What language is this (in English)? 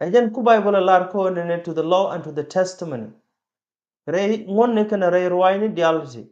Nuer